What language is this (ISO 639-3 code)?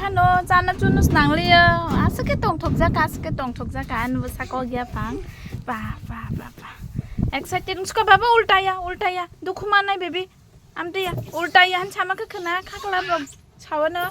trp